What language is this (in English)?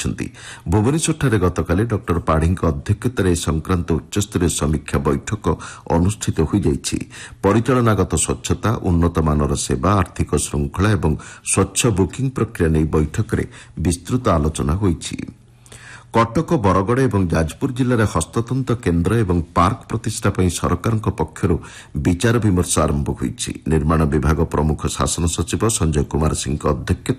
Odia